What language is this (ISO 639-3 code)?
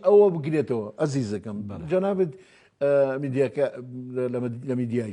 ckb